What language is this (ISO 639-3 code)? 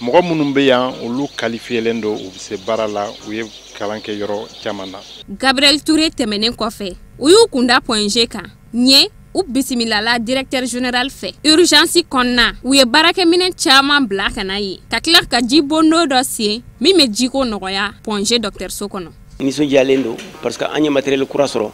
bam